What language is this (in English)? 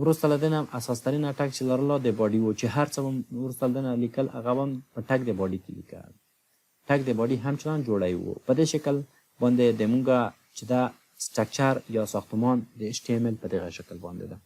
Pashto